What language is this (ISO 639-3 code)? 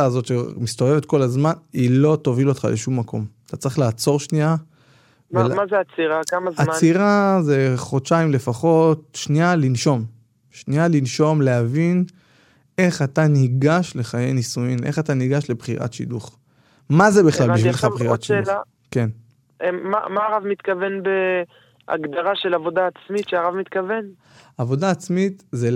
heb